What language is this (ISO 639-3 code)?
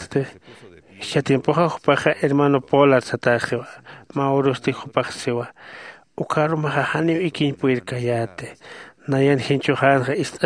aym